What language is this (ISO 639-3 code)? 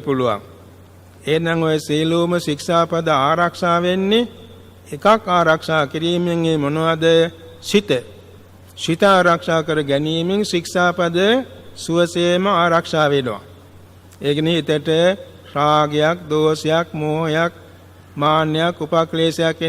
sin